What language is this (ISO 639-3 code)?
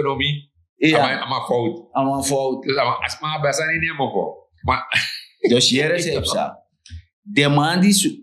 srn